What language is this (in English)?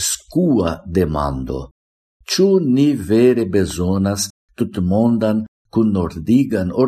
Esperanto